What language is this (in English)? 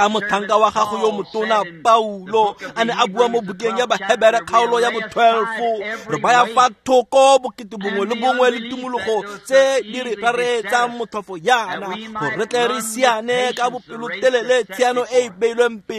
Tswana